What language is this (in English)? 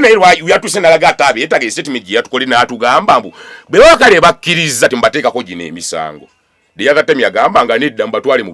Ganda